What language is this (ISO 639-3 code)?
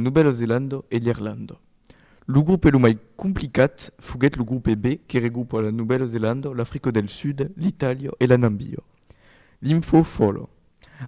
oci